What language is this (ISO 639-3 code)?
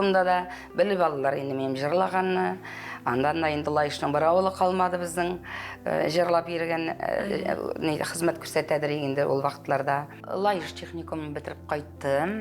tat